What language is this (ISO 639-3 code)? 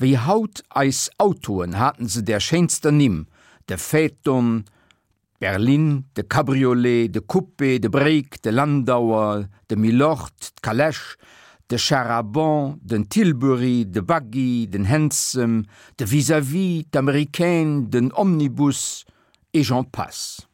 ltz